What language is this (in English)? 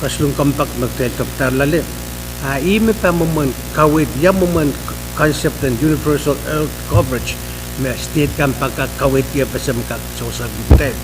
Pohnpeian